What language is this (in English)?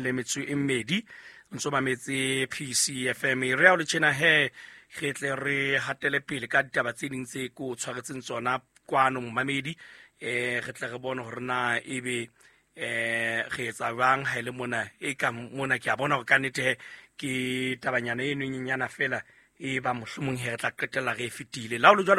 Southern Sotho